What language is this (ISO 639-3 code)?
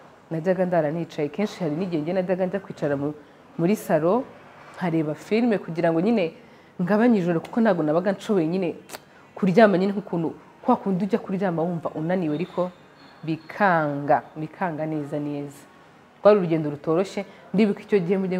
kin